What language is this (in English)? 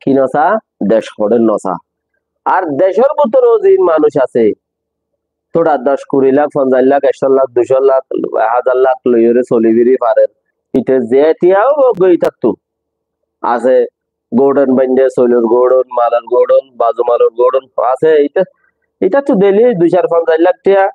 Rohingya